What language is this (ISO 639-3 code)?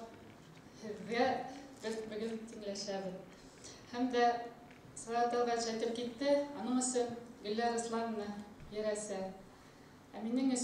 bak